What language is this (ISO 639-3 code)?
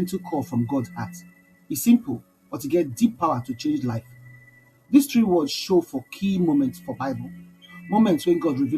pcm